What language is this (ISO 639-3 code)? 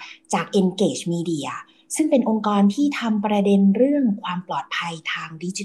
tha